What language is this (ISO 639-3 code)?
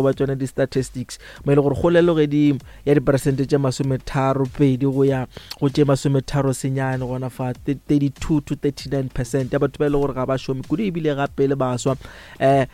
nso